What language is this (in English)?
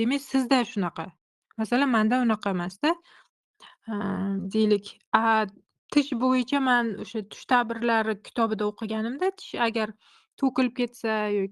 Uzbek